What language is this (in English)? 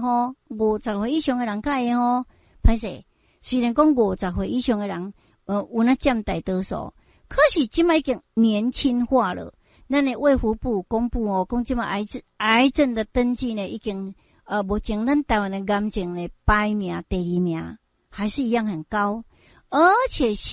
Min Nan Chinese